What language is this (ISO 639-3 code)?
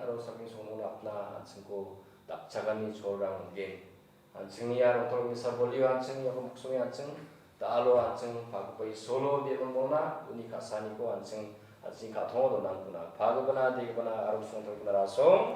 grt